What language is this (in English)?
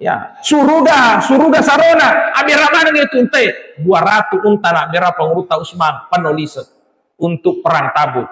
Buginese